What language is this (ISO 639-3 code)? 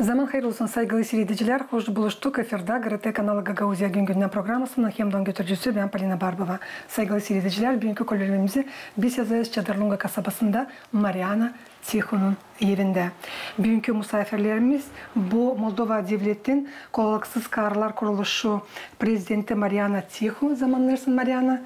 gag